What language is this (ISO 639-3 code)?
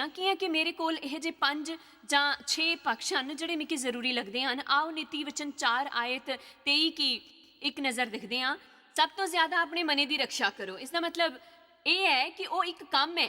doi